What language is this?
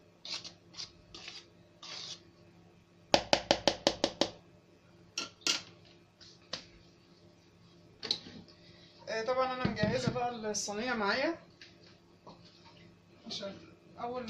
Egyptian Arabic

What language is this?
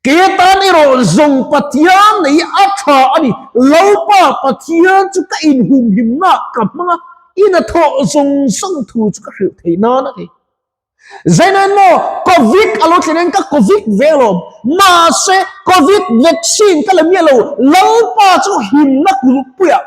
Mizo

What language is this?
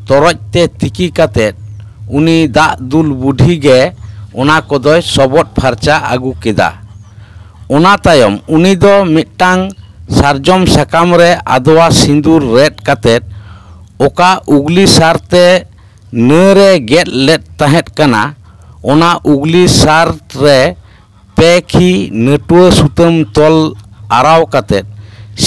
Santali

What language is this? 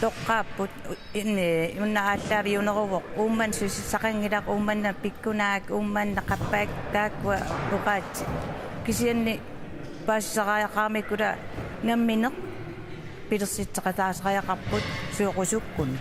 Kalaallisut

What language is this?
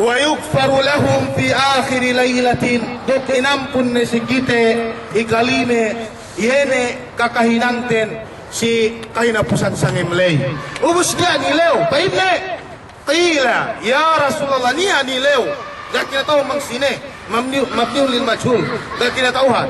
Yakan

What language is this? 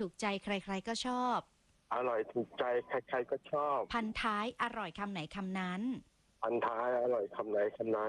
Thai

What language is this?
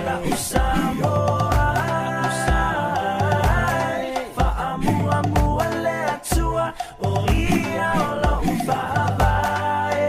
Samoan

